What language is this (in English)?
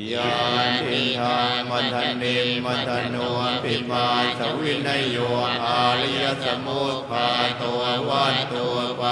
Pali